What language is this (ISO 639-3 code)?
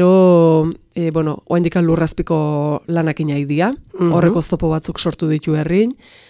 eus